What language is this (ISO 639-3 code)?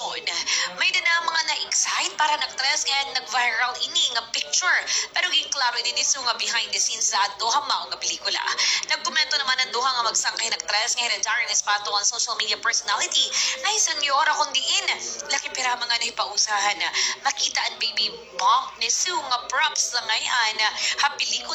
war